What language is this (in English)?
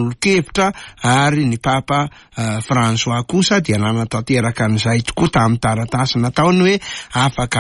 Malagasy